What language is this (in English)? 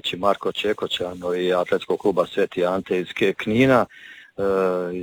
Croatian